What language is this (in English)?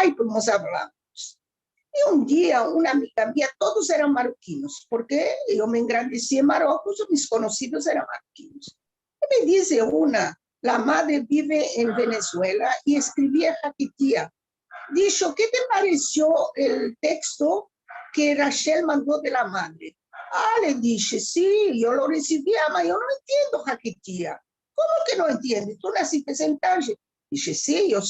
Ladino